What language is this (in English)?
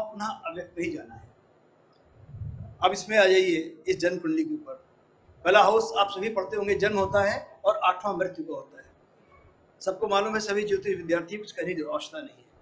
Hindi